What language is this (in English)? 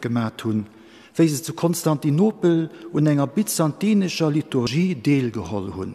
Luxembourgish